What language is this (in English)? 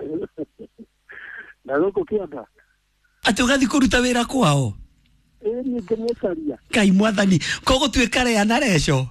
Kikuyu